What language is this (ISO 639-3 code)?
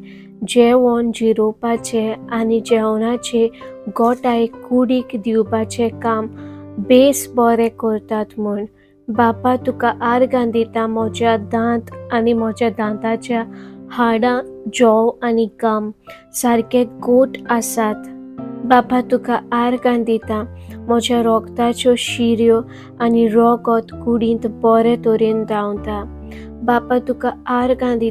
kok